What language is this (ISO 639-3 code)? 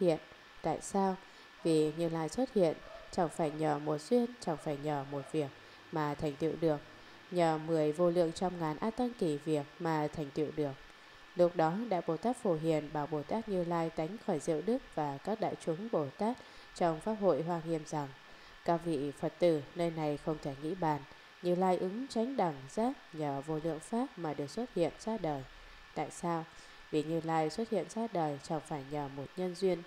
vie